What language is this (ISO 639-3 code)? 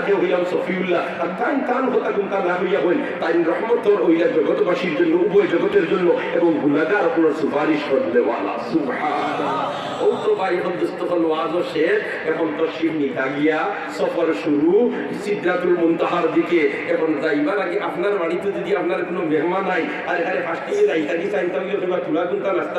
syl